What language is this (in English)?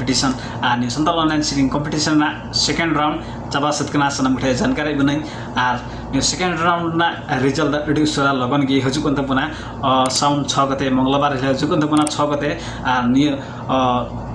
Santali